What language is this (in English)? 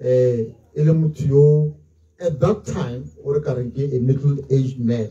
Tswana